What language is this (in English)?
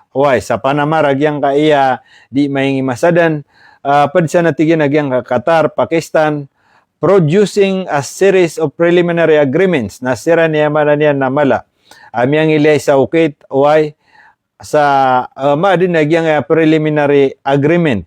Maranao